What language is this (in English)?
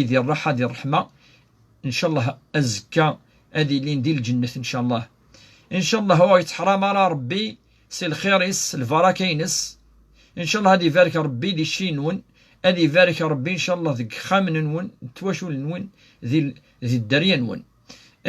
Kabyle